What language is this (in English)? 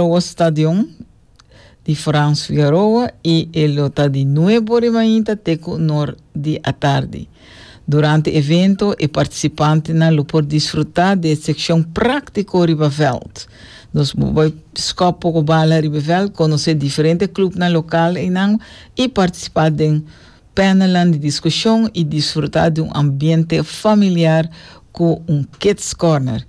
Papiamento